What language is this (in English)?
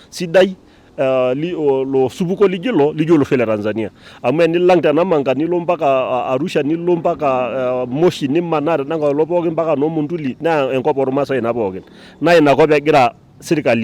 Masai